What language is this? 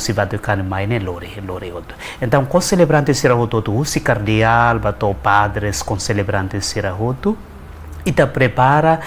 Tetum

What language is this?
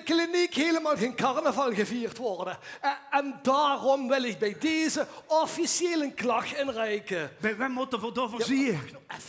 Limburgish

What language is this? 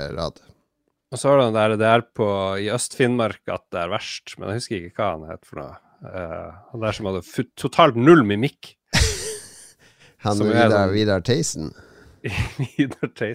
Norwegian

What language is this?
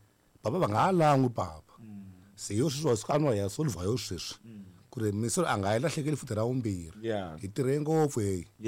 Tsonga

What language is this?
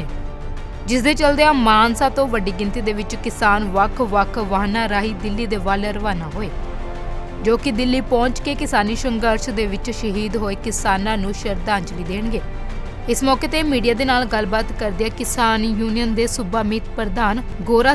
Punjabi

